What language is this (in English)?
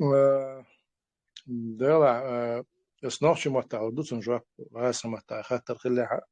Chechen